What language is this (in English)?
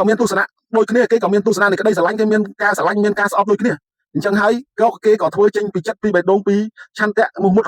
Khmer